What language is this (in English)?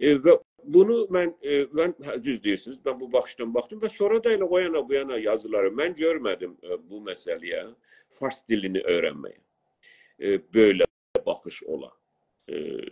South Azerbaijani